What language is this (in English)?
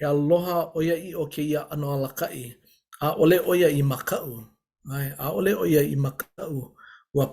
Hawaiian